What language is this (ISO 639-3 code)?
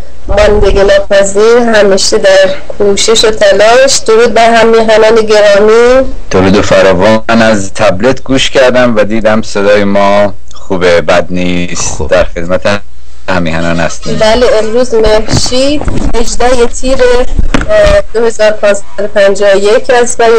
fas